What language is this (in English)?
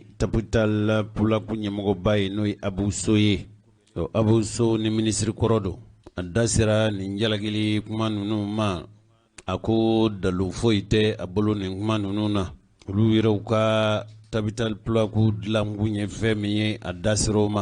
Bambara